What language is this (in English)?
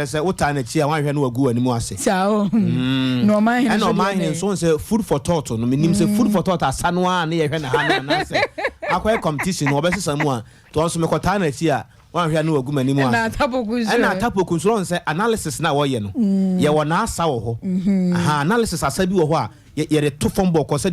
Akan